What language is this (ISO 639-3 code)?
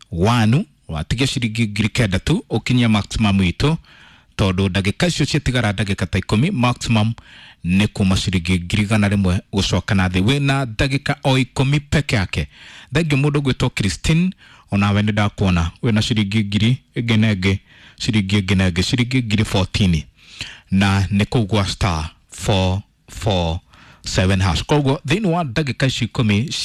kik